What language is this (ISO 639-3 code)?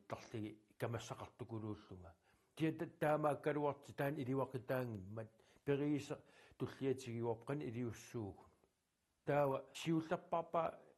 kal